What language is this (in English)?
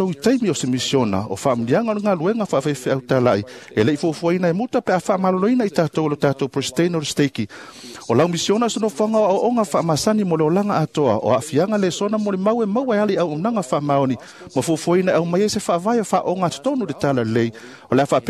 Samoan